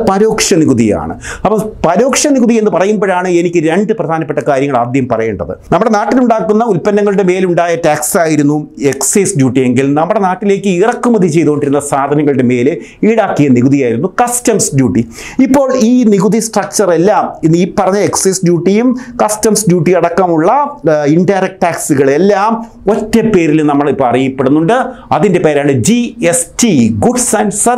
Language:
Malayalam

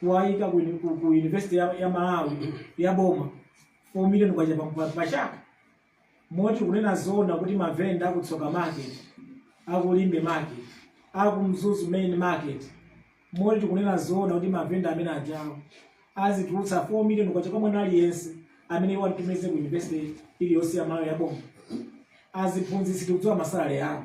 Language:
Nyanja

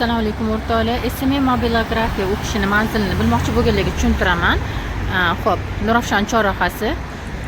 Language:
Uzbek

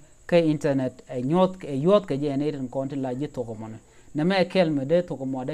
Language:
Nuer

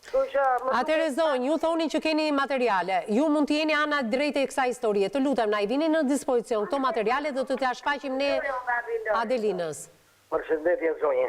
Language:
Albanian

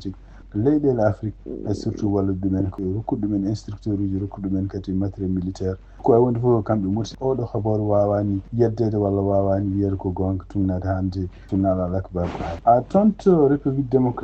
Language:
Fula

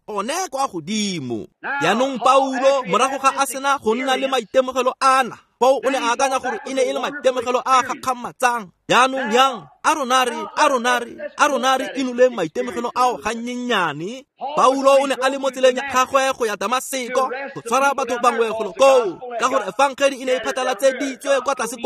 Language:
Tswana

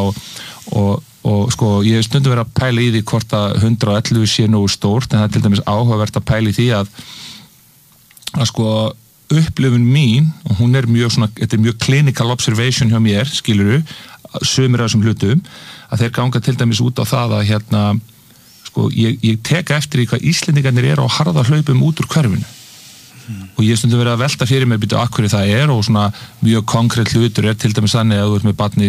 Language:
Icelandic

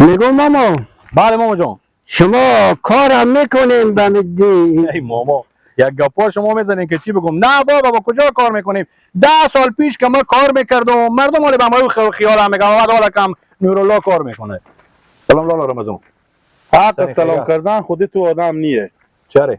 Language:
Persian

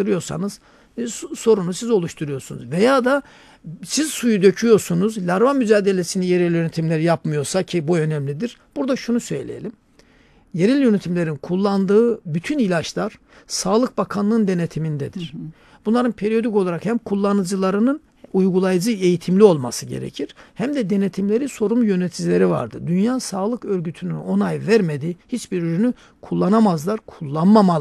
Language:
Turkish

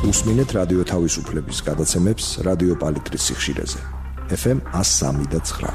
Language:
Georgian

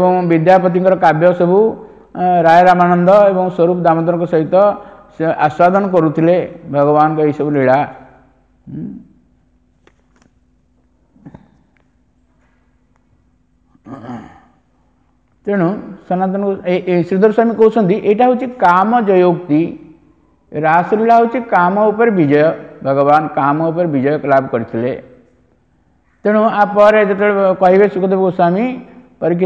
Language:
Odia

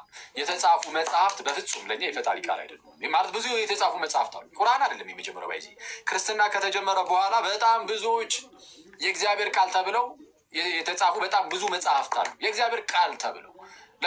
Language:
Amharic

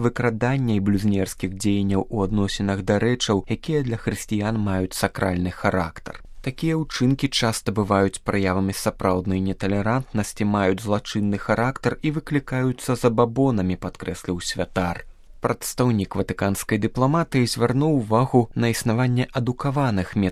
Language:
Belarusian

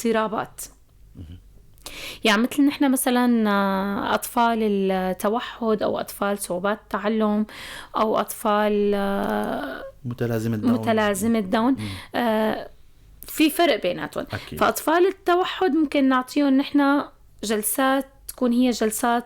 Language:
North Levantine Arabic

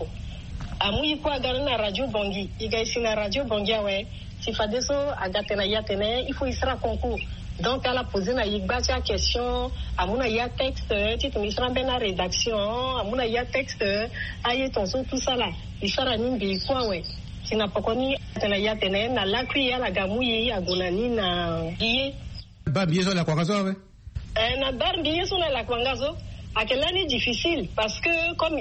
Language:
Sango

